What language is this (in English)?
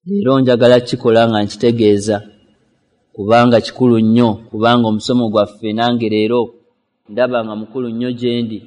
Ganda